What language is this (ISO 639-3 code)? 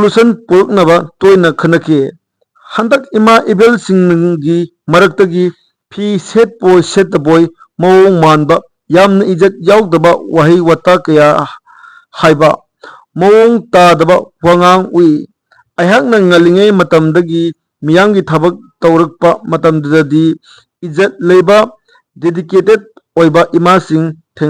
mni